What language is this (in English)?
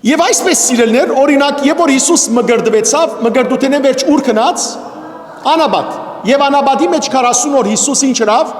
Western Armenian